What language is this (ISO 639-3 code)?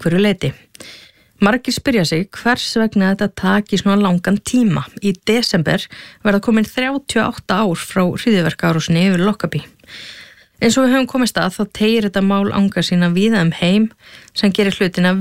isl